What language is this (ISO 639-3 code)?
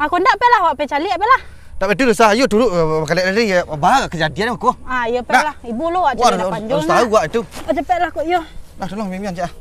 min